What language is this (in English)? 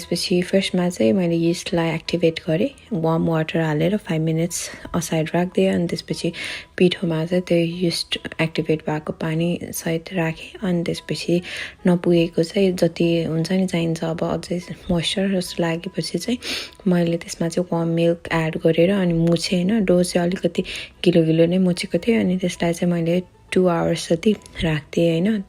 Nepali